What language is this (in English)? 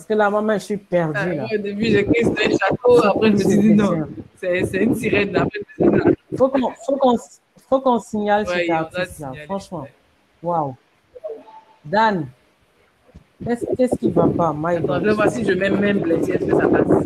French